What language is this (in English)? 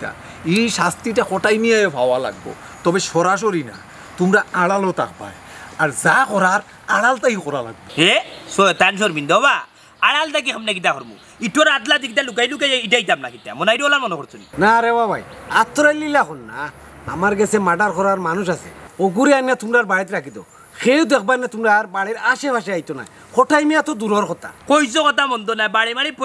Sylheti